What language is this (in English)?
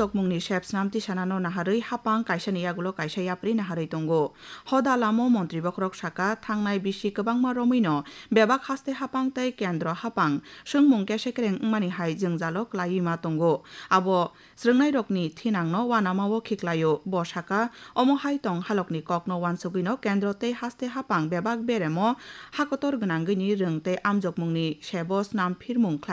Kok Borok